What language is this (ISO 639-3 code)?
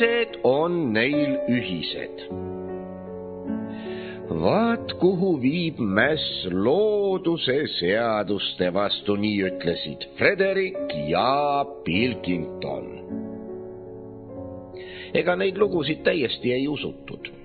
est